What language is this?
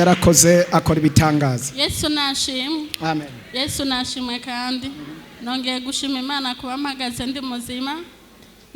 Rundi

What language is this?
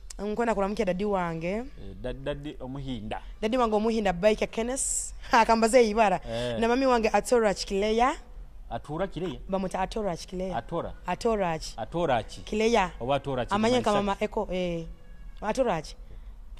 Nyoro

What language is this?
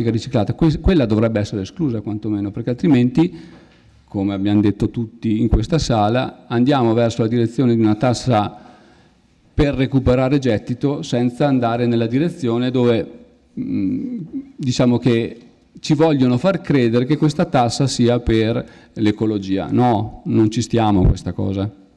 Italian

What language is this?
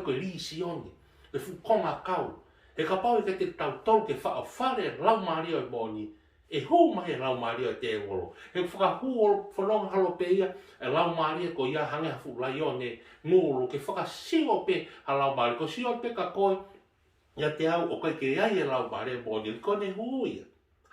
Tongan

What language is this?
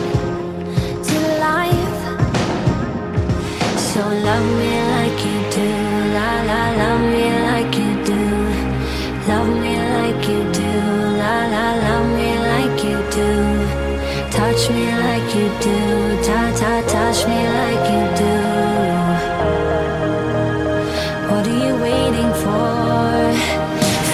English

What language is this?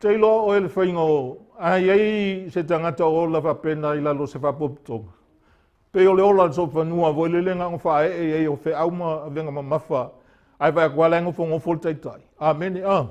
Samoan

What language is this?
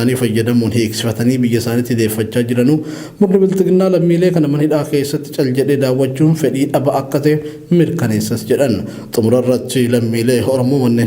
Oromo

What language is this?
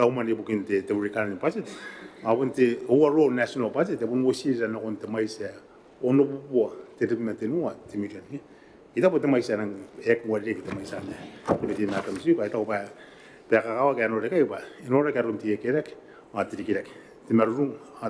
Gilbertese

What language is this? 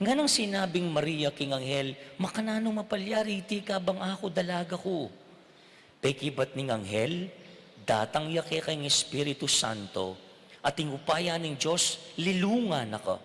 Pampanga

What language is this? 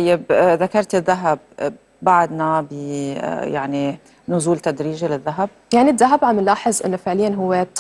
North Levantine Arabic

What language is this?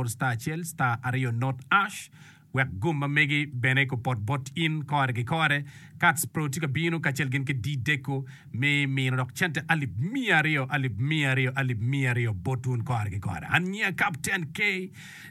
Acoli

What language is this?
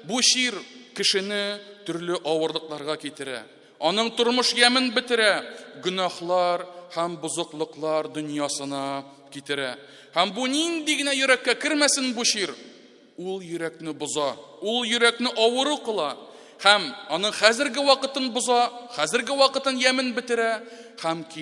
Tatar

